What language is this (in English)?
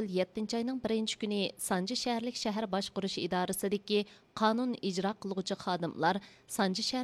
Uyghur